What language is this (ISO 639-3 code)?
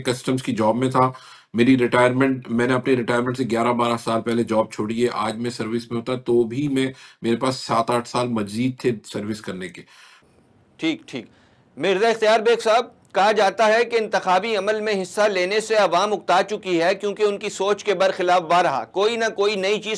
urd